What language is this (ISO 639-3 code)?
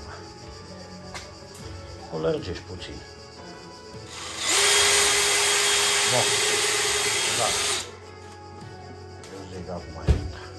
ron